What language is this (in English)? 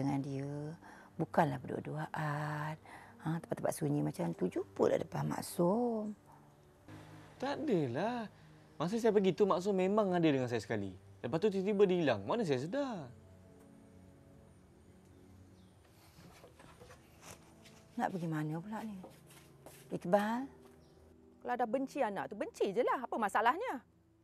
Malay